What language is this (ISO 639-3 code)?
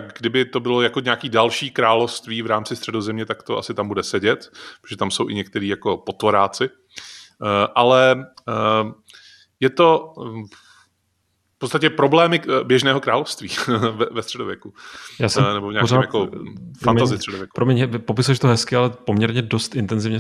ces